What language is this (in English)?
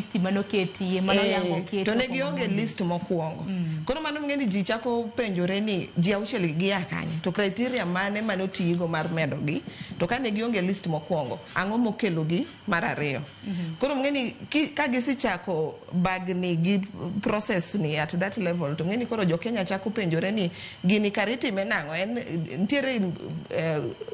Luo (Kenya and Tanzania)